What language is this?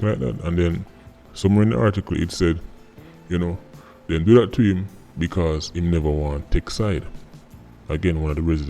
Jamaican Creole English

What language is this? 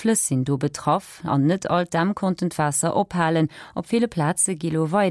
Luxembourgish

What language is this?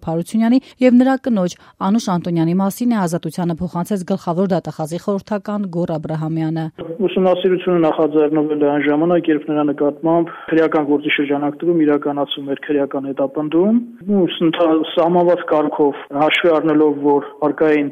Armenian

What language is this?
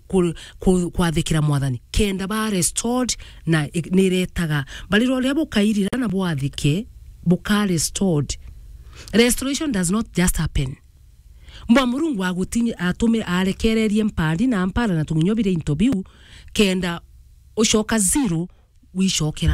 Meru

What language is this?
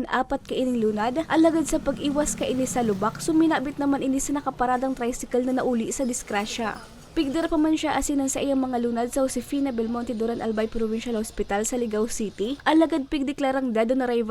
Bikol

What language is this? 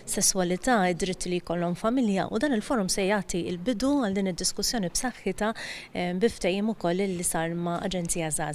Maltese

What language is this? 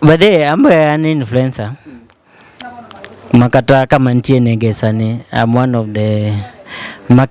Luo (Kenya and Tanzania)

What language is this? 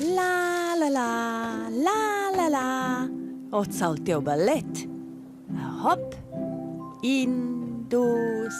Romansh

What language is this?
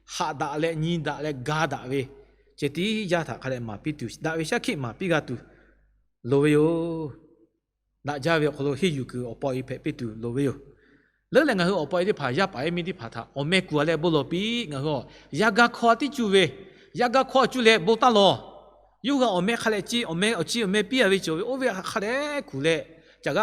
Lahu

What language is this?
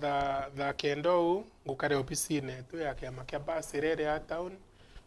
Meru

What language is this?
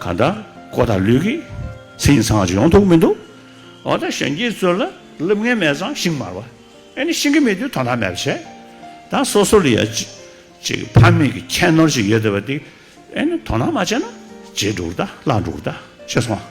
Tibetan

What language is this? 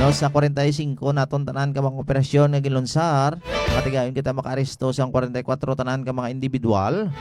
Hiligaynon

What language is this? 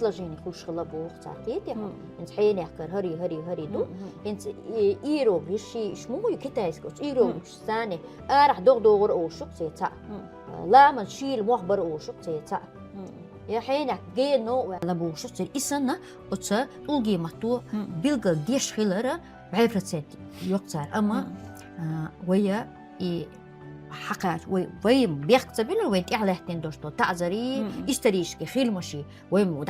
Chechen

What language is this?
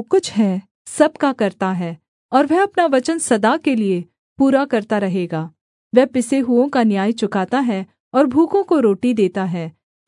Hindi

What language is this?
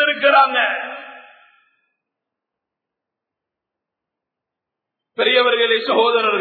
Tamil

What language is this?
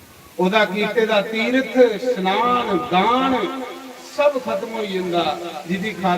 Dogri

